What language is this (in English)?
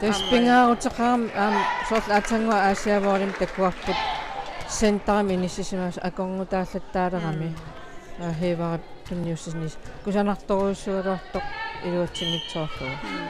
Kalaallisut